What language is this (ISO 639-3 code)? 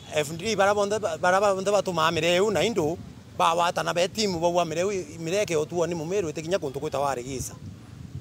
mer